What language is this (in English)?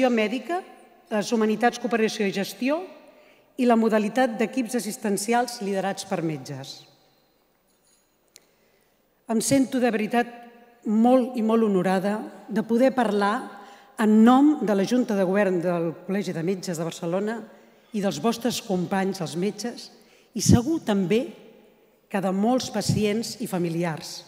Catalan